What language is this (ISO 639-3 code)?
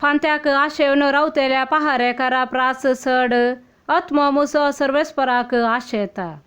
kok